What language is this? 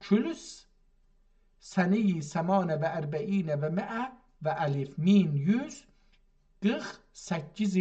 South Azerbaijani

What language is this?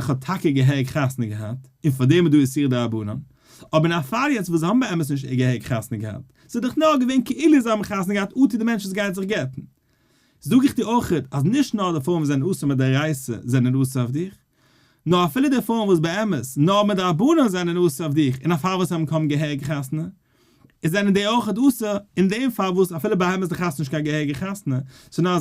Yiddish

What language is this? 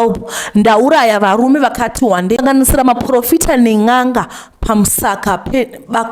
Shona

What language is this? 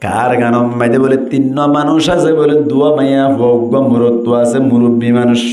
Rohingya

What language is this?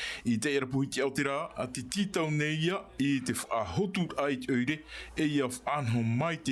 Tahitian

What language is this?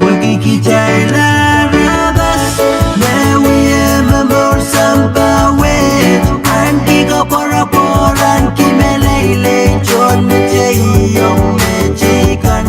Pohnpeian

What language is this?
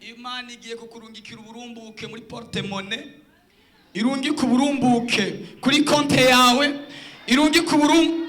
Rundi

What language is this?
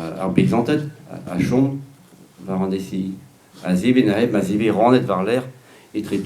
Breton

